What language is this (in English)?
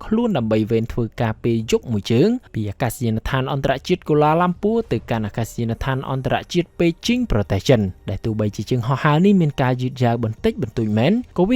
Khmer